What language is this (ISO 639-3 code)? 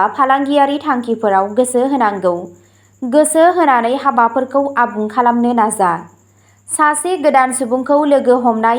brx